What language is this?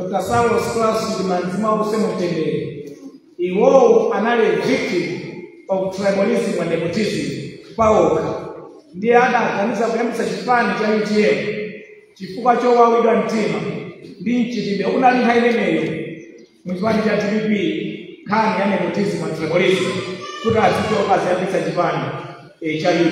Nyanja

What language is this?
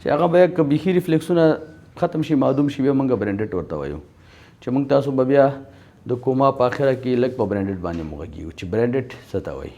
Pashto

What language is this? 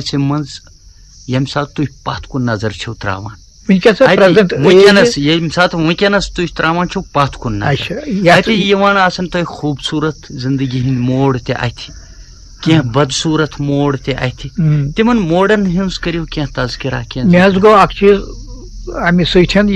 Kashmiri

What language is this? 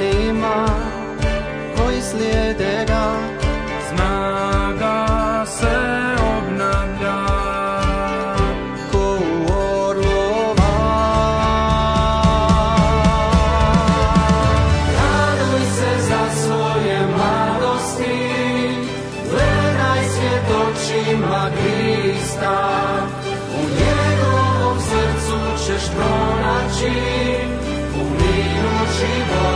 Croatian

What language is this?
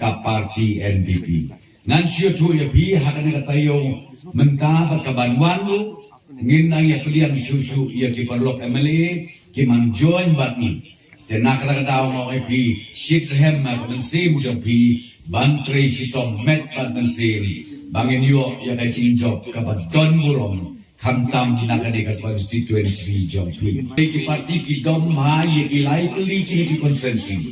Khasi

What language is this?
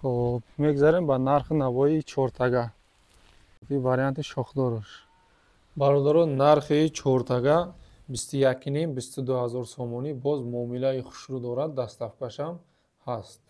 Tajik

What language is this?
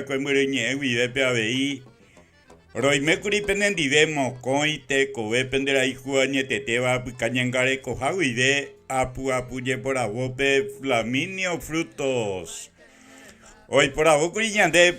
Guarani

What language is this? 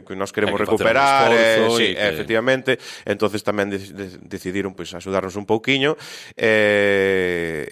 Galician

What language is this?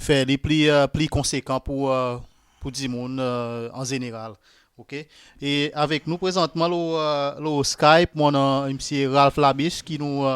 Seselwa Creole French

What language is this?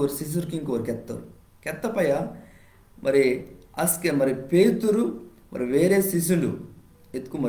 Koya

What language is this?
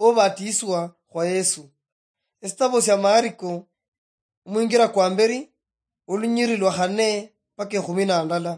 Luyia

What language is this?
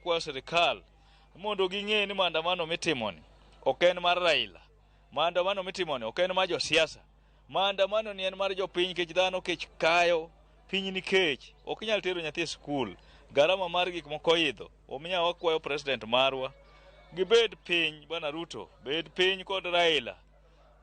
Luo (Kenya and Tanzania)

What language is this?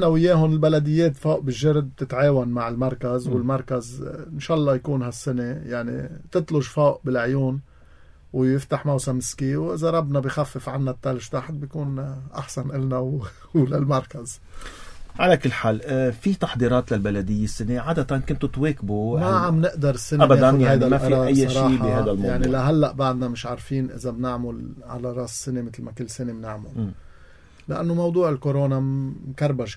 North Levantine Arabic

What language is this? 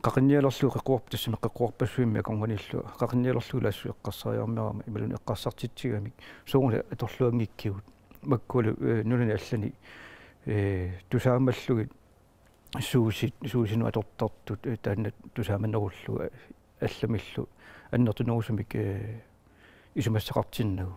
Kalaallisut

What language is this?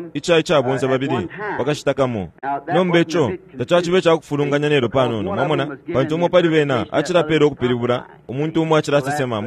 Bemba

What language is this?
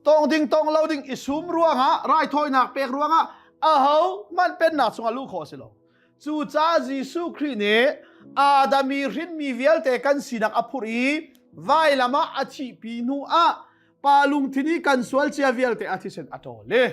Hakha Chin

